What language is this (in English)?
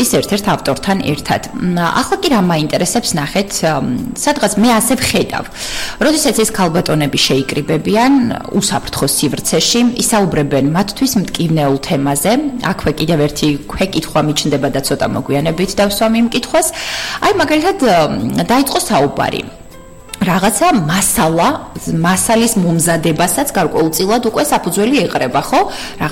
Georgian